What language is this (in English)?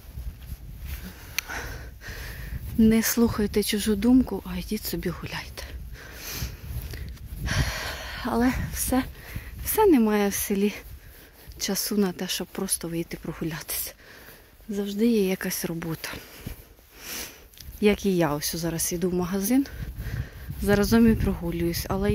Ukrainian